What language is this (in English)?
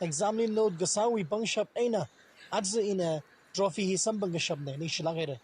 Tangkhul Naga (India)